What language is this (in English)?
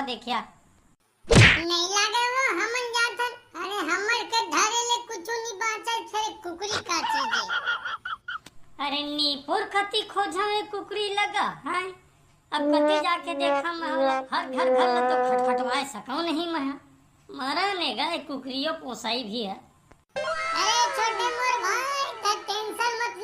Chhattisgarhi